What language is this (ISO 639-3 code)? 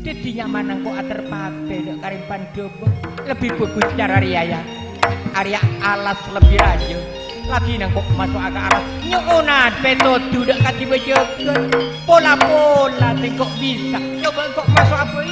mad